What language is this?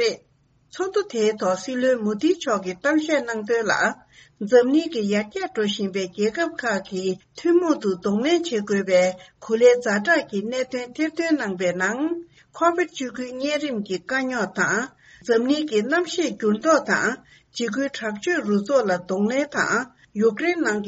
Tibetan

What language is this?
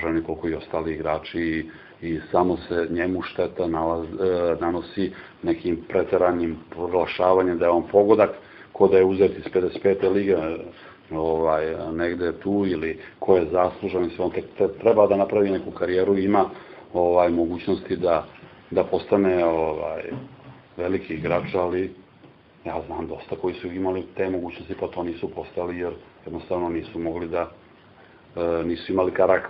Serbian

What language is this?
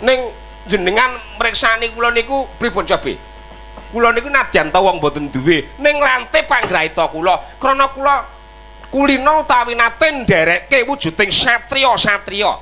Javanese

